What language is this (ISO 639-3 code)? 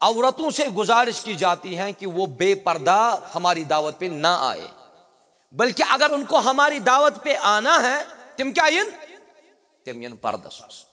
kas